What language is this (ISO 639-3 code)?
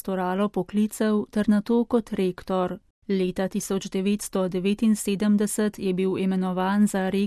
slv